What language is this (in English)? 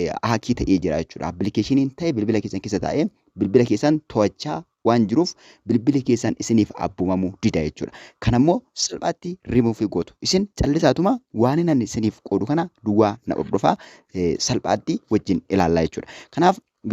Oromo